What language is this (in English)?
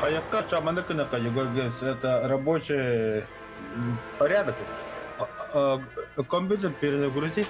Yakut